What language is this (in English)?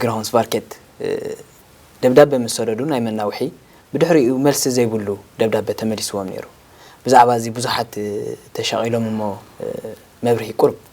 Tigrinya